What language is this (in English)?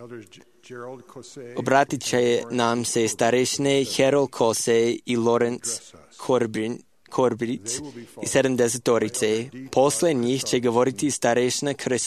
Serbian